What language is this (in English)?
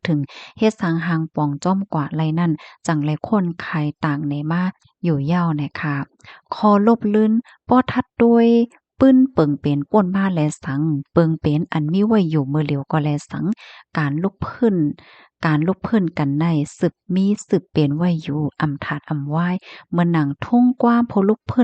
Shan